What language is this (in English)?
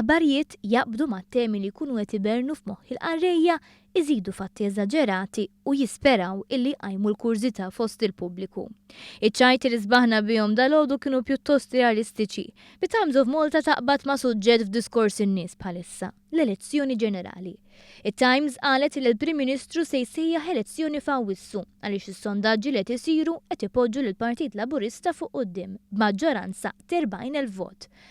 Maltese